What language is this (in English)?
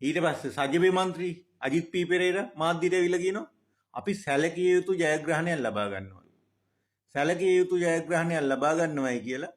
Sinhala